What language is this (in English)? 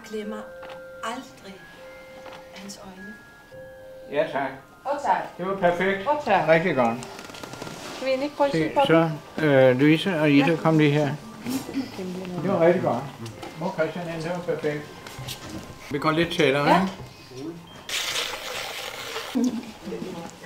Danish